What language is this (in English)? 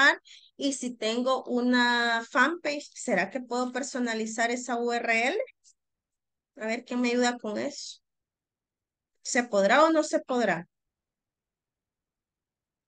Spanish